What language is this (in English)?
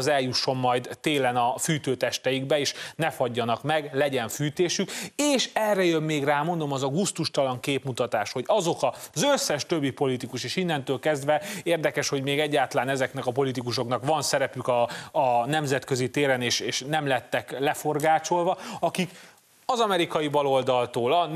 Hungarian